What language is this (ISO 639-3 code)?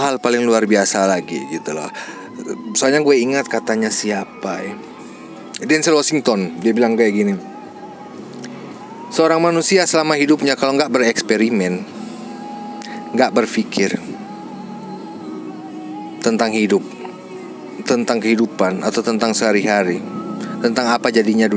ind